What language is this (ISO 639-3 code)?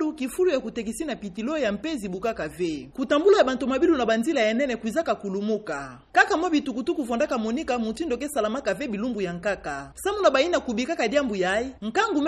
ktu